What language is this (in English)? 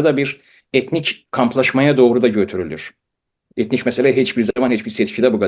South Azerbaijani